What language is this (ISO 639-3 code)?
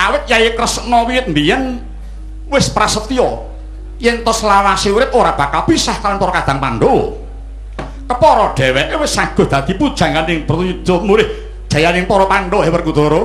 jav